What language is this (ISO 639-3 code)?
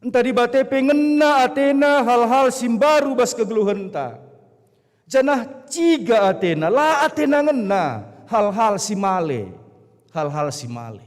btx